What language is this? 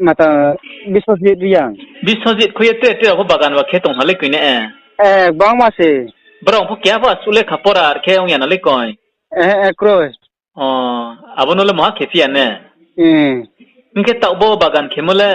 Riang (India)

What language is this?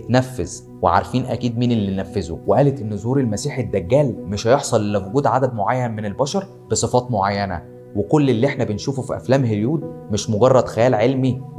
Egyptian Arabic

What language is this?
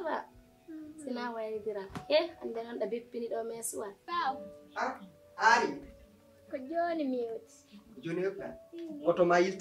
Pular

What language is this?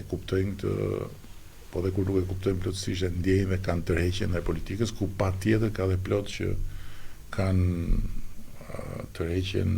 Albanian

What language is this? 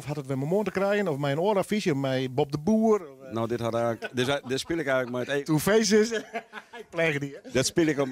Western Frisian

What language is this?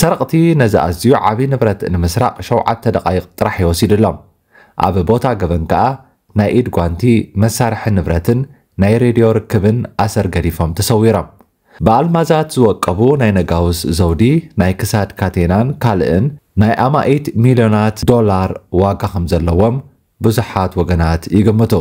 Tigrinya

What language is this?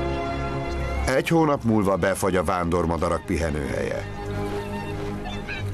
Hungarian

